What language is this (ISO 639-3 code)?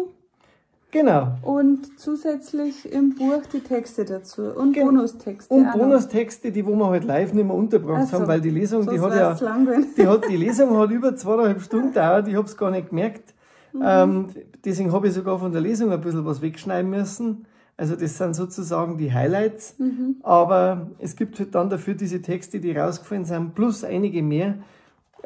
bar